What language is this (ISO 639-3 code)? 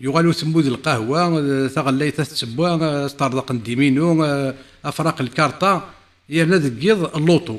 kab